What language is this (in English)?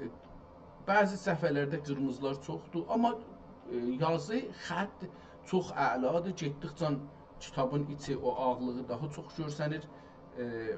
South Azerbaijani